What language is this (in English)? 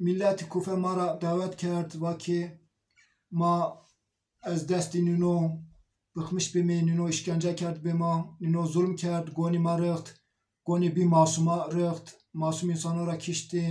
Zaza